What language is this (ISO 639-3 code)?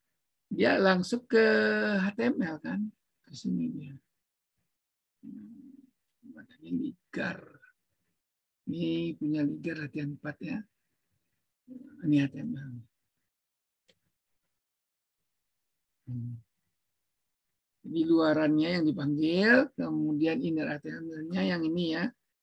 ind